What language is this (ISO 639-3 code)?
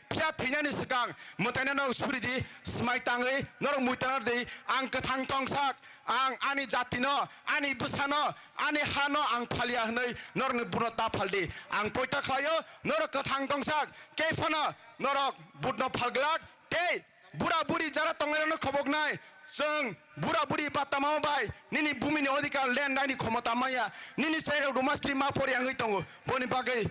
trp